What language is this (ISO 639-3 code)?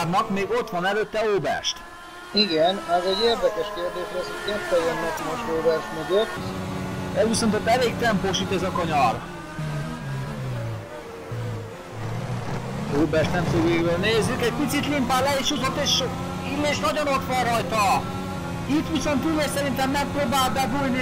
hun